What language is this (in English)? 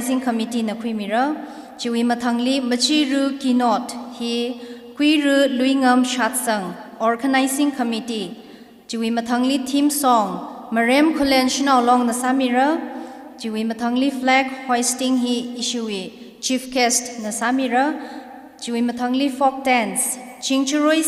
Tangkhul Naga (India)